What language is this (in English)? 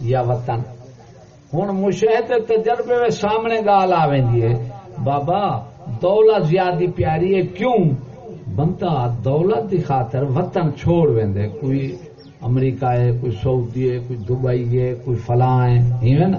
Saraiki